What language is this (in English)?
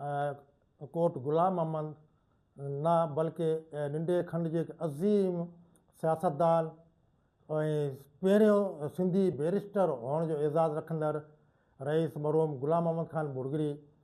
Sindhi